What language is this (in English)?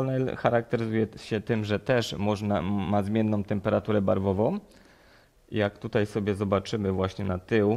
Polish